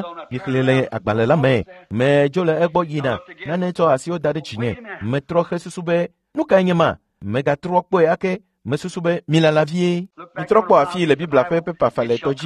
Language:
Ewe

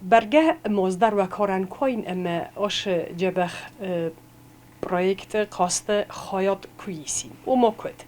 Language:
Ossetic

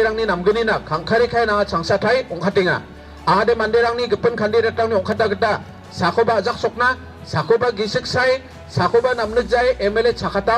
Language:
Garo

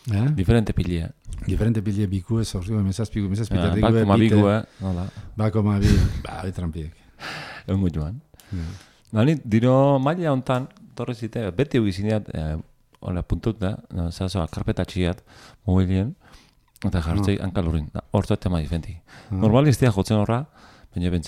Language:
Basque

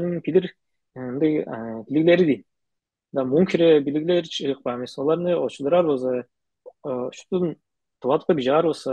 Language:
Tuvinian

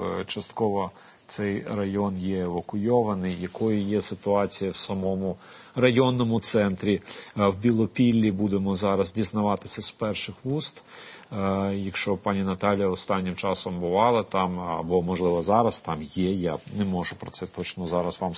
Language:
Ukrainian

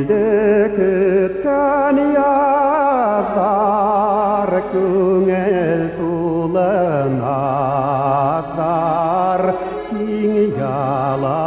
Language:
Bashkir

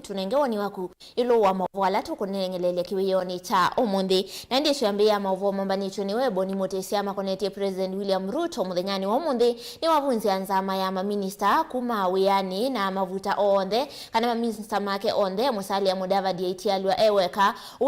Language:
Kamba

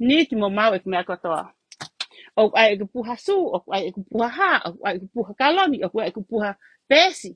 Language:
Tongan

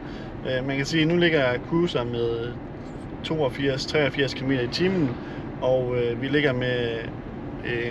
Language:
Danish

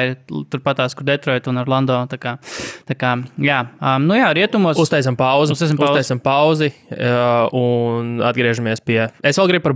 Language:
Latvian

